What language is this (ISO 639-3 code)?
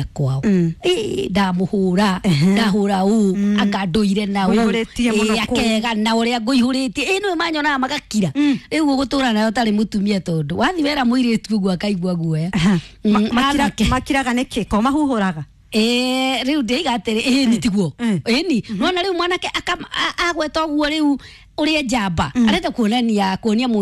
kik